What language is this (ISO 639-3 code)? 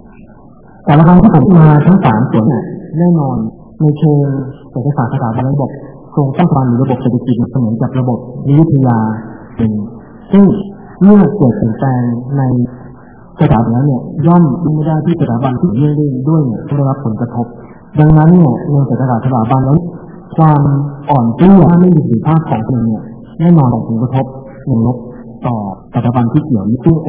tha